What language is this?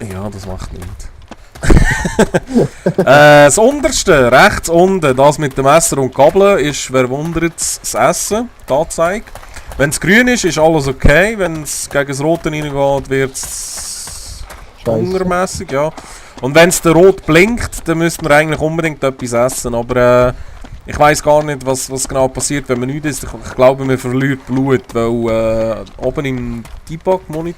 Swiss German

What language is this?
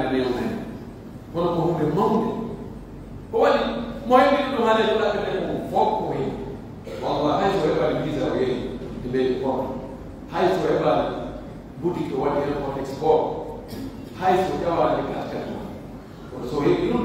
Pular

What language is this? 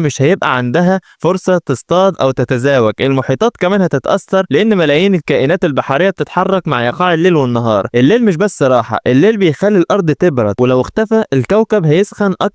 Egyptian Arabic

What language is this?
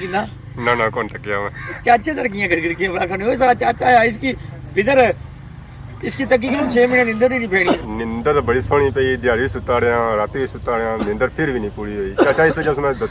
Pahari-Potwari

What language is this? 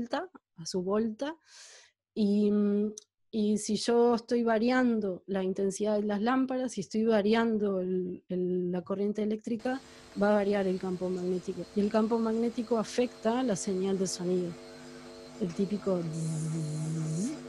Spanish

